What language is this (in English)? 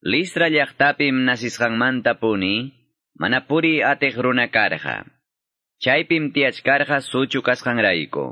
Quechua